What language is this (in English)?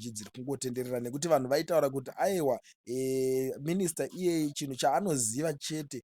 Shona